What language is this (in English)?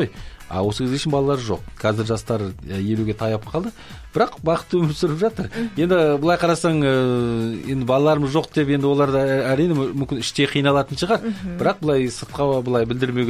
Kazakh